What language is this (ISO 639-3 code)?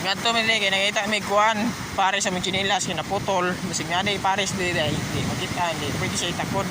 ceb